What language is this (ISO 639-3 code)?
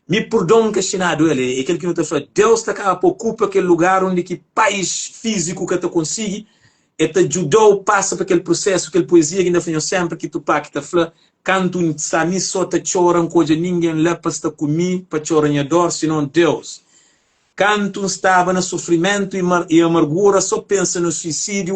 kea